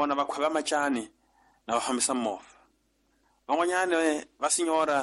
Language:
Tsonga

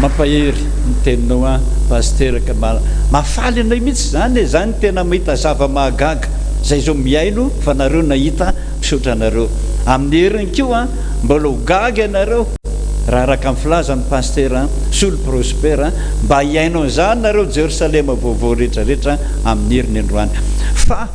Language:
Malagasy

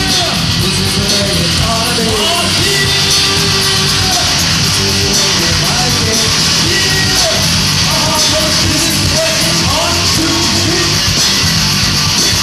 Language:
English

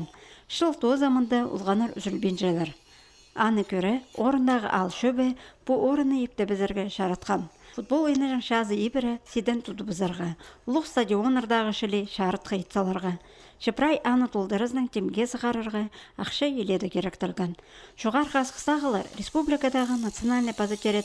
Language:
Khakas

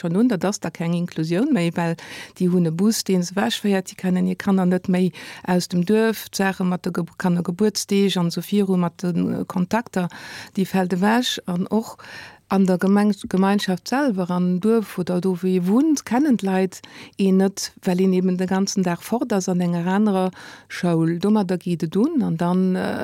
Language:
Luxembourgish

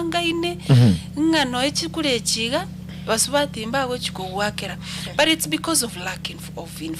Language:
Gusii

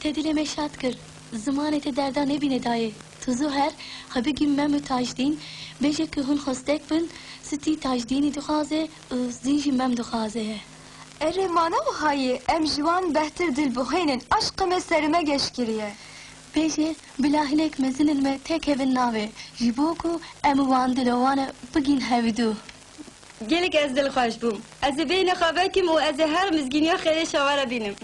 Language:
Kurdish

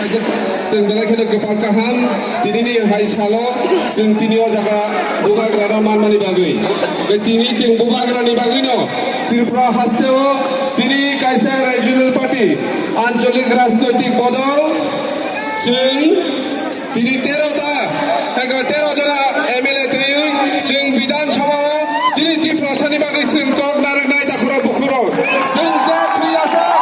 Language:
Kok Borok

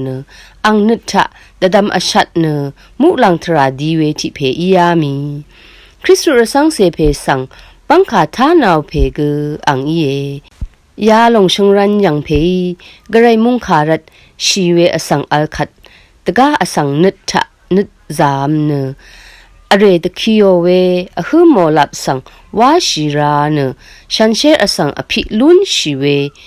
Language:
Rawang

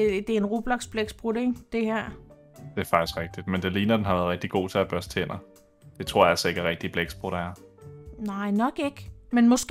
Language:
Danish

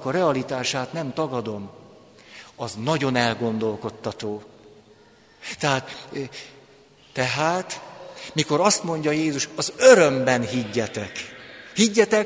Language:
Hungarian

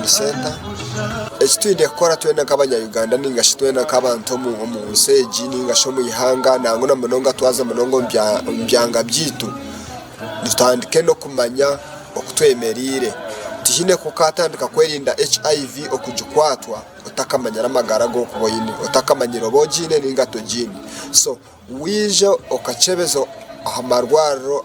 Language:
Nyankole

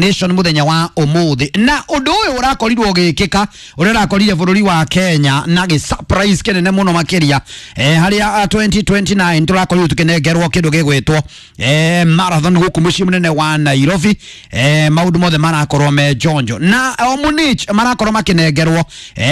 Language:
Kikuyu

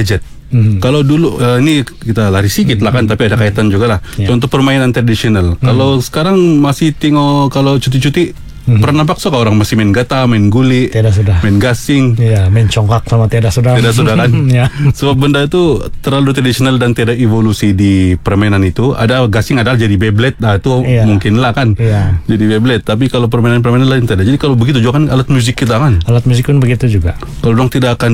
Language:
Malay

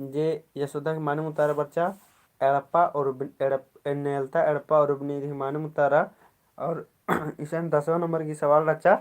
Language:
Kurukh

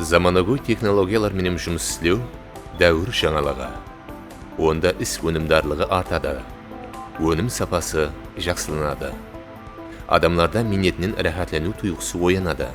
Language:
Kara-Kalpak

